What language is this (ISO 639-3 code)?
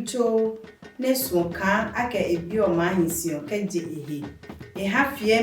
ada